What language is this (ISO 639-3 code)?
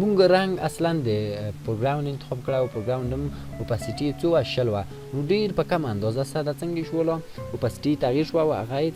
pus